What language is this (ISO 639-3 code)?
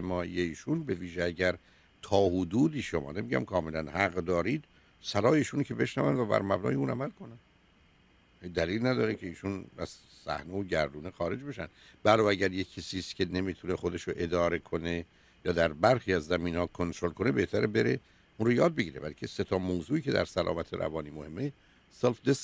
fas